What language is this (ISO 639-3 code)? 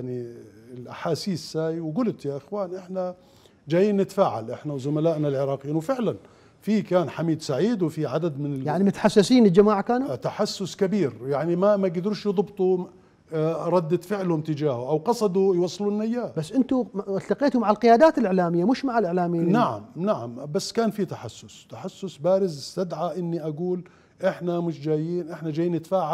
acm